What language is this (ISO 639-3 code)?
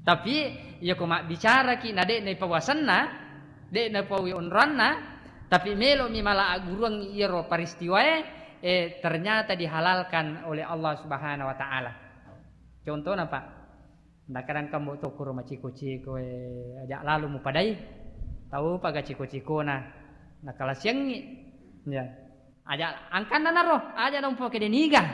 bug